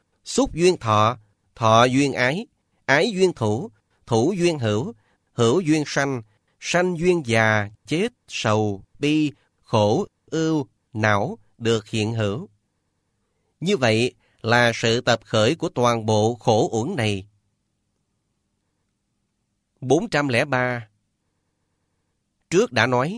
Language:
Vietnamese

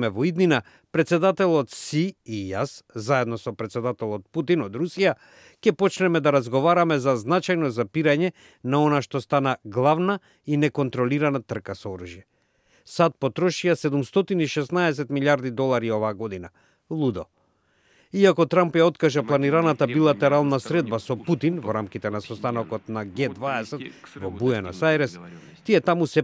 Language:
Macedonian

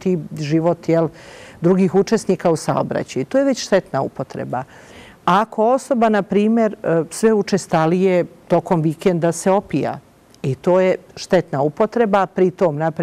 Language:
Bosnian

